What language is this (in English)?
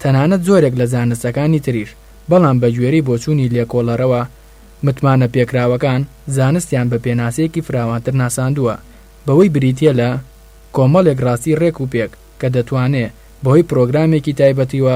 Central Kurdish